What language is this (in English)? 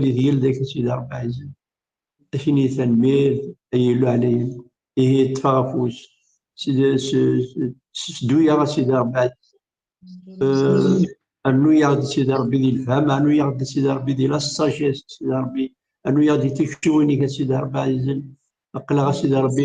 Kabyle